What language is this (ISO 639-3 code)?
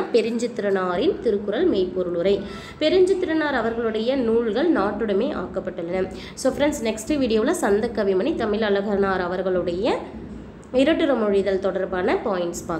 tam